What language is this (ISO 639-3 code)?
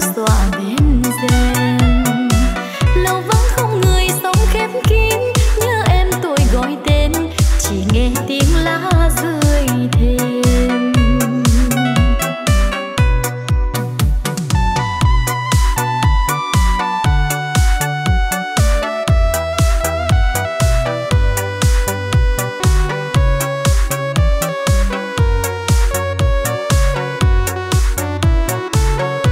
vie